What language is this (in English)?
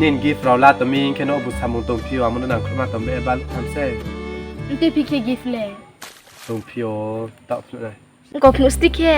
Riang (India)